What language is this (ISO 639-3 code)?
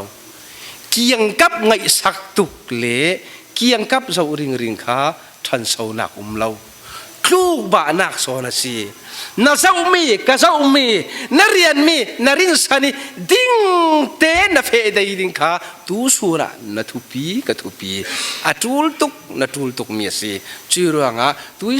cfm